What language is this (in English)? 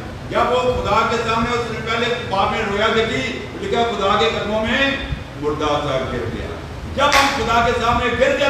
Urdu